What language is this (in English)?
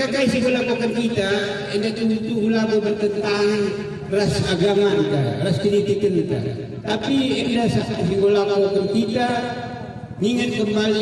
Batak Karo